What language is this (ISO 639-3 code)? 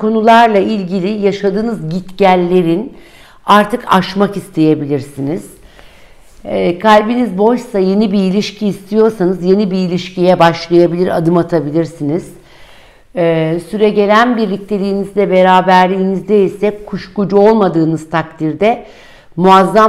tur